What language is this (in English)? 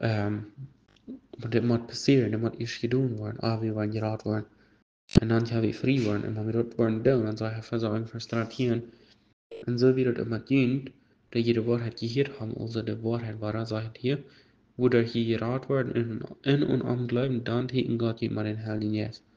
Plautdietsch